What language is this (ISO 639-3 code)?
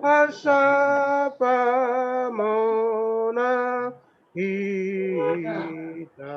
bts